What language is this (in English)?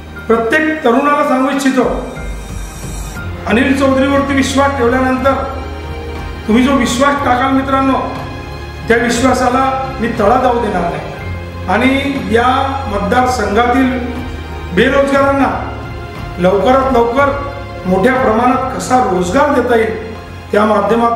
Marathi